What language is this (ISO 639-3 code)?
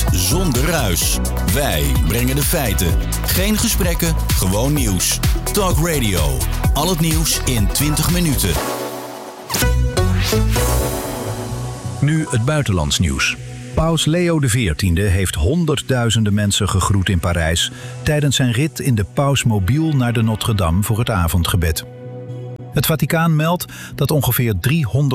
nld